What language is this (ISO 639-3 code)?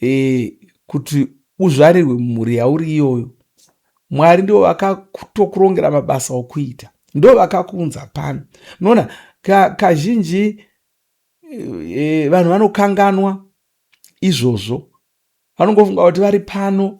sna